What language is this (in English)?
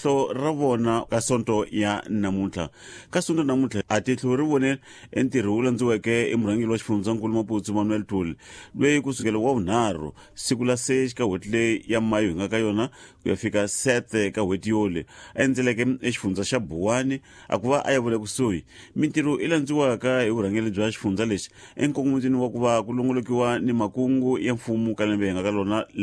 Tsonga